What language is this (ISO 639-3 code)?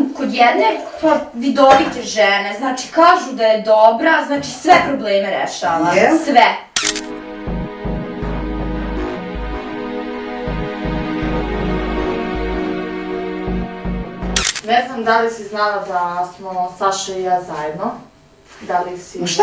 srp